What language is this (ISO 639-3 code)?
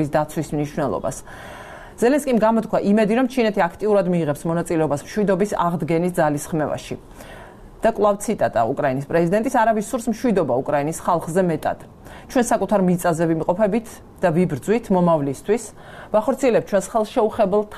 kat